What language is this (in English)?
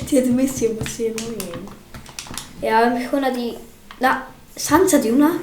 Welsh